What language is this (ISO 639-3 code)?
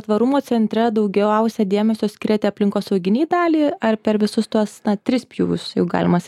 lit